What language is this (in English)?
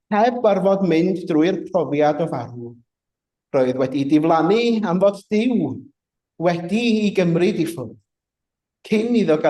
Welsh